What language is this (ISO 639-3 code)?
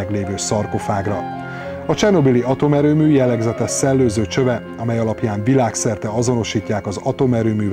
hun